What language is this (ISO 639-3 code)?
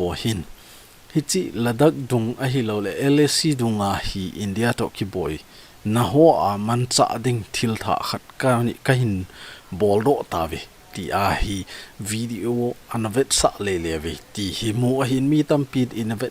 tcz